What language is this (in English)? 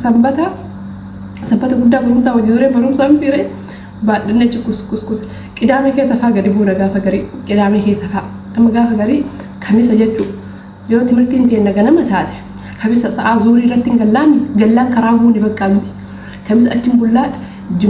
Oromo